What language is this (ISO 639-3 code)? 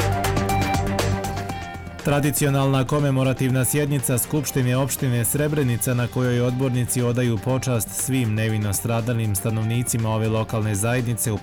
bos